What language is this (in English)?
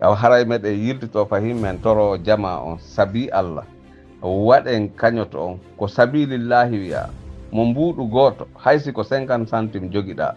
Fula